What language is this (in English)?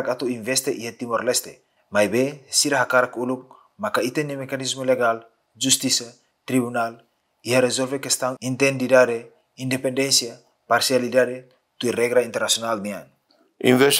Tetum